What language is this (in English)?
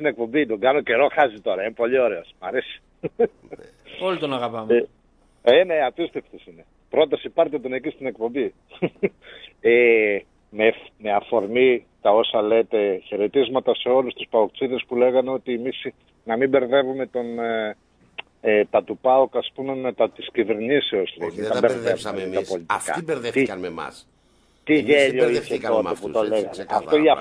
Greek